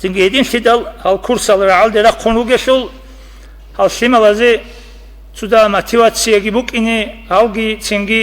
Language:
Avaric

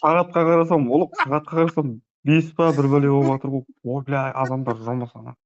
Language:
Kara-Kalpak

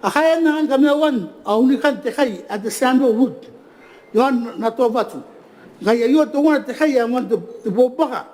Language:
Gilbertese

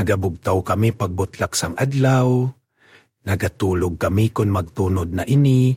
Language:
Hiligaynon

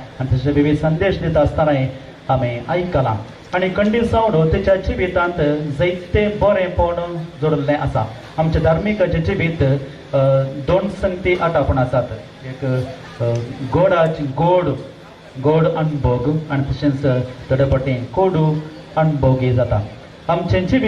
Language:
Konkani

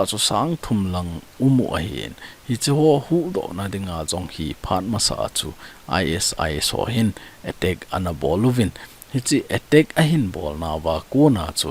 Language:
Thado Chin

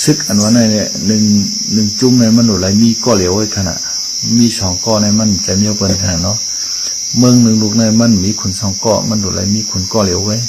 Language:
Shan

